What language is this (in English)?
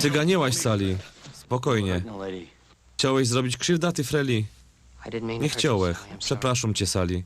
Silesian